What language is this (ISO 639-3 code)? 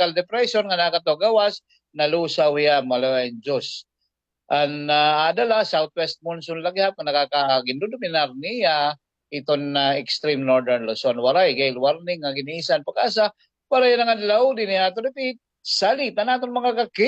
war